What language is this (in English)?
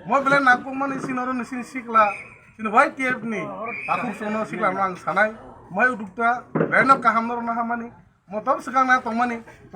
Kok Borok